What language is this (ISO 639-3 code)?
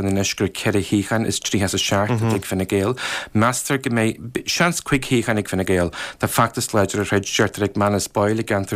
gle